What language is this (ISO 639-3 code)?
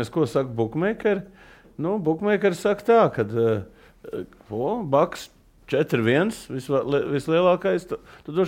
lav